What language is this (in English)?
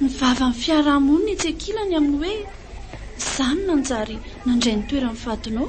Malagasy